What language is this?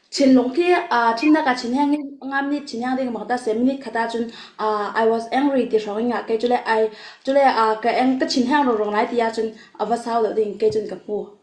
Falam Chin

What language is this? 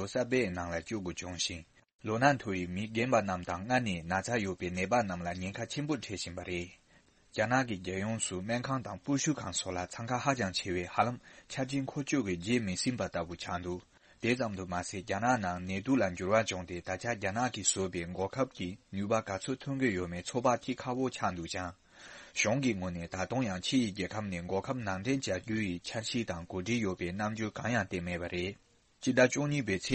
Tibetan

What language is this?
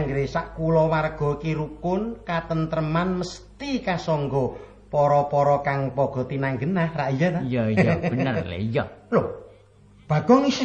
Javanese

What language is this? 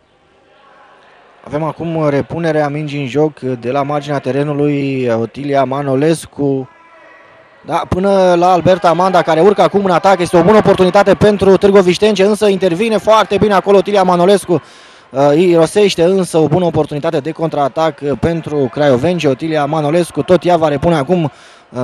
Romanian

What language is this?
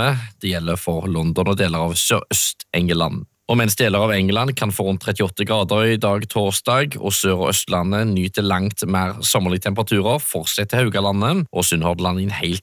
Norwegian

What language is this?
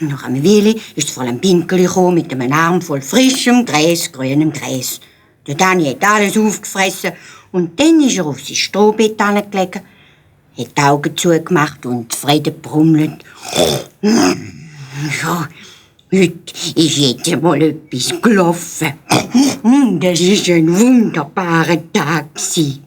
Swiss German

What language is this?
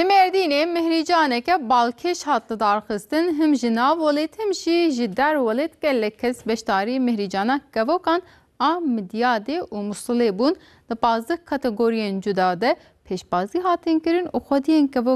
Kurdish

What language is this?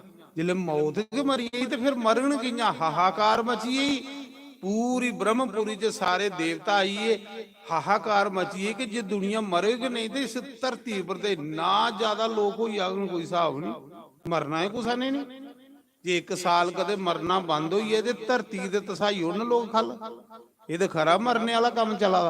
Dogri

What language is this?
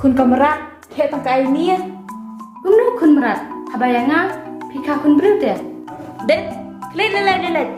Khasi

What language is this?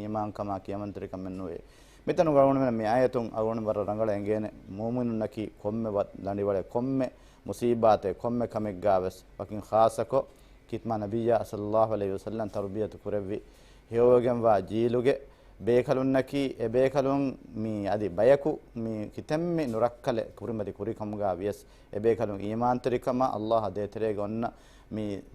Divehi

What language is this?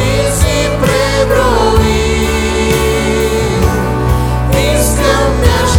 Bulgarian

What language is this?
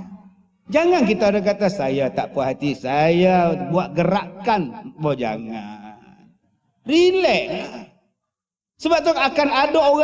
Malay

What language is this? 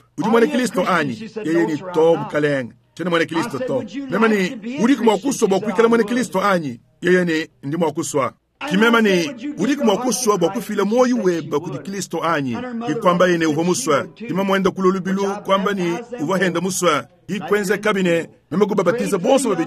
Luba-Lulua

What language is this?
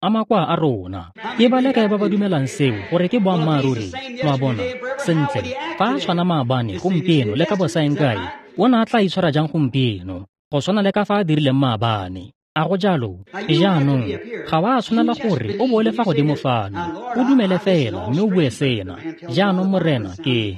Tswana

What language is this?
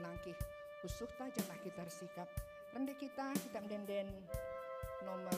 Batak Karo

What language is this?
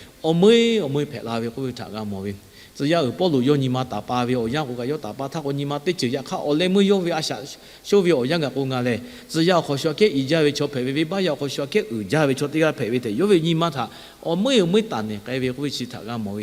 Lahu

